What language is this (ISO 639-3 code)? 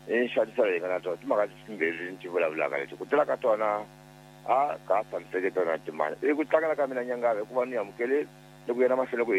tso